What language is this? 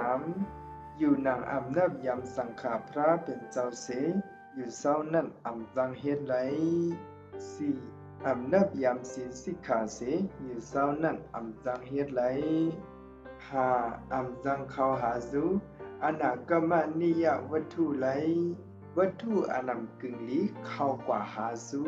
Shan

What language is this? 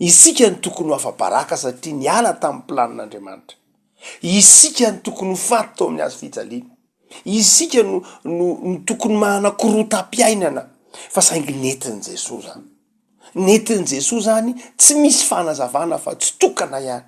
Malagasy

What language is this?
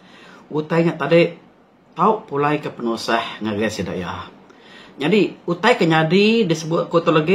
Iban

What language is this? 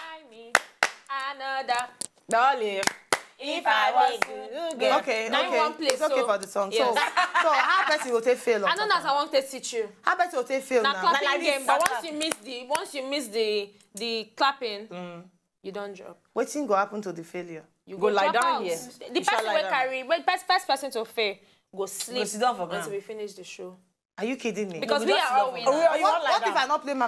Nigerian Pidgin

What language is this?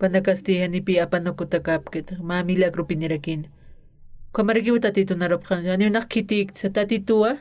Aymara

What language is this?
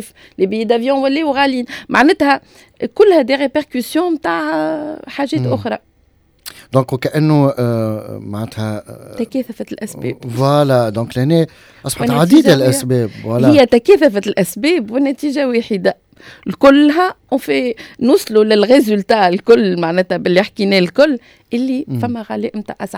Tunisian Arabic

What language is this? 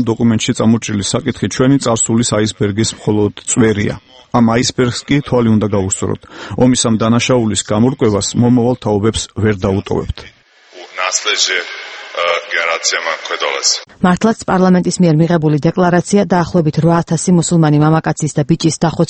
Georgian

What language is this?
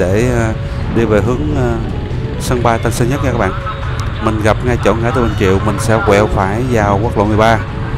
Vietnamese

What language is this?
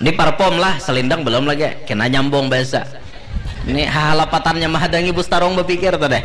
Banjar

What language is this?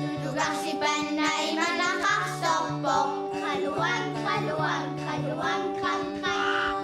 Kalaallisut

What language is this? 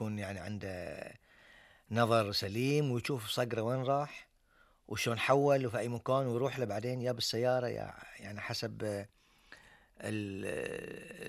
Gulf Arabic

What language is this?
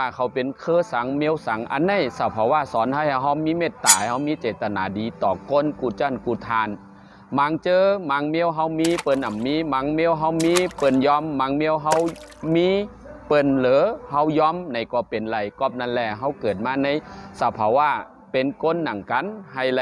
Shan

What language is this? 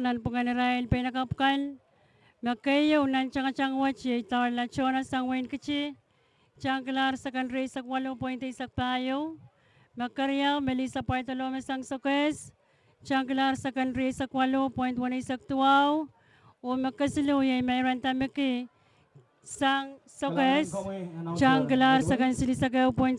Pohnpeian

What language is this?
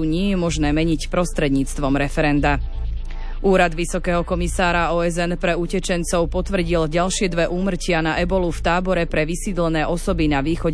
Slovak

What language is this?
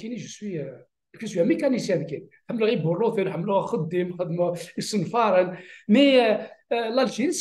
Kabyle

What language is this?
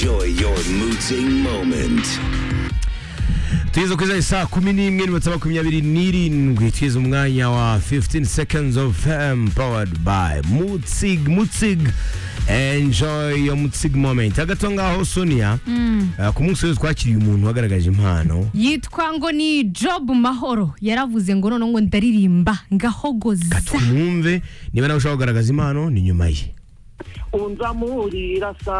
Kinyarwanda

